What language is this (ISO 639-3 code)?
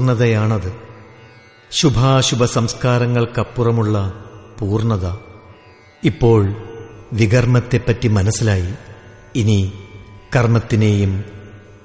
mal